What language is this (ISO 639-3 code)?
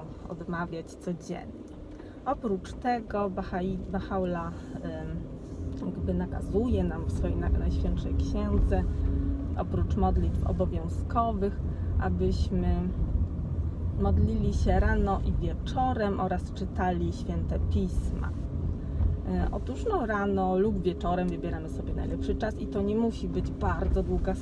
pol